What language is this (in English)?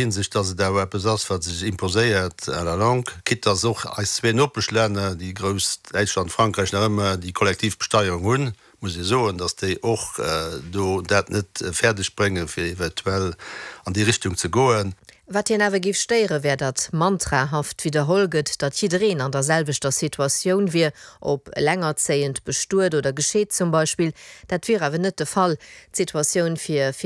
Luxembourgish